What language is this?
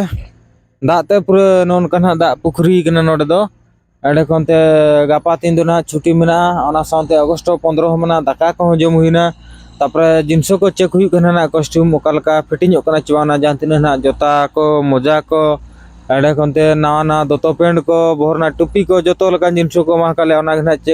Santali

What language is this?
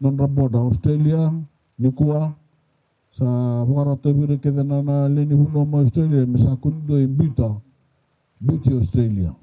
Fijian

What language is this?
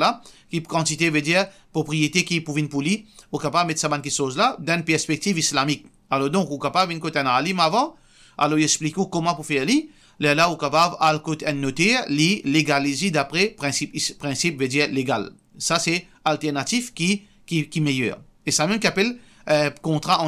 Morisyen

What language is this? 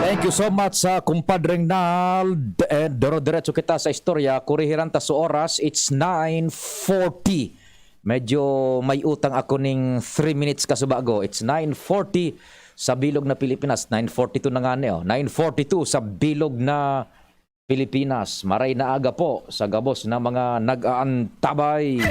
Bikol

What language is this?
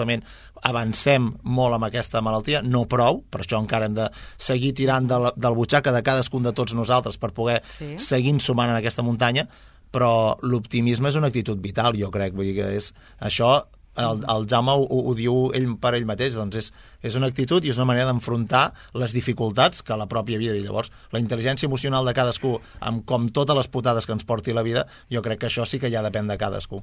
Catalan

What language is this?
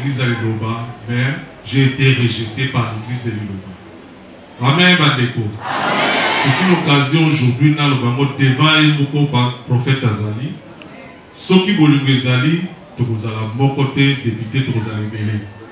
Lingala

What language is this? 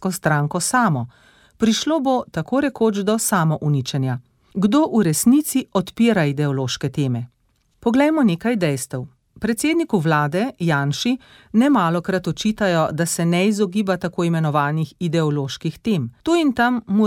Slovenian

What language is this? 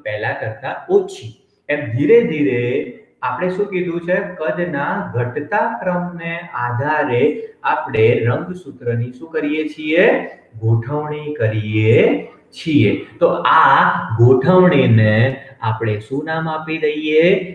Gujarati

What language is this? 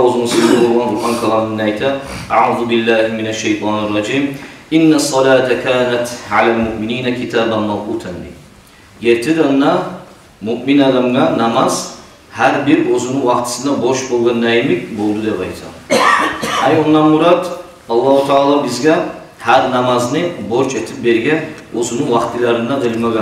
Kumyk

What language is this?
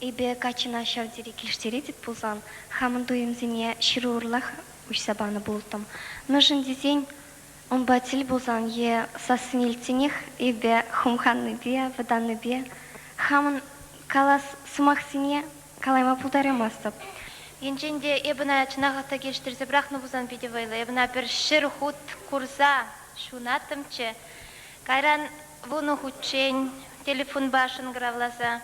Chuvash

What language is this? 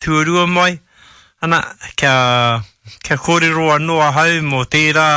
Māori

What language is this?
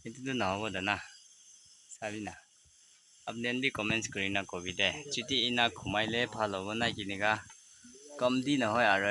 Naga Pidgin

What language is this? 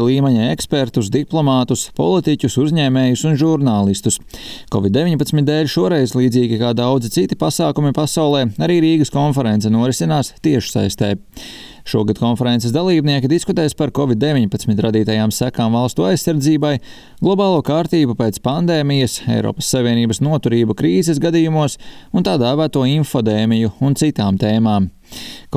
Latvian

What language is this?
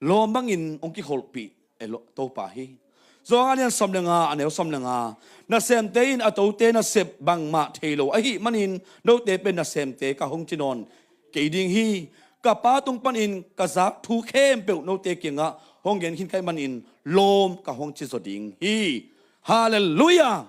Tedim Chin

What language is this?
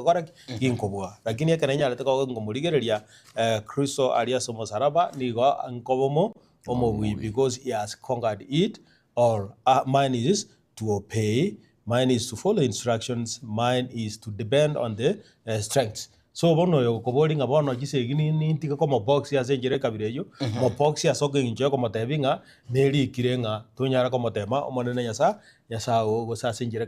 Gusii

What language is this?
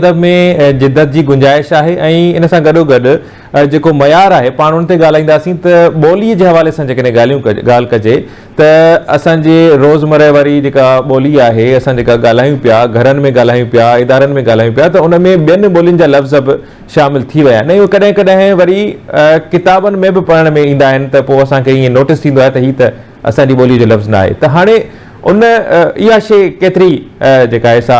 Sindhi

